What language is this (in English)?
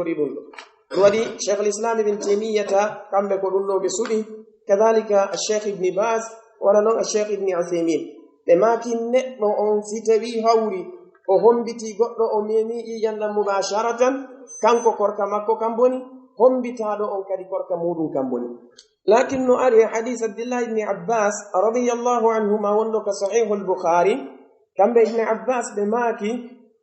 Pular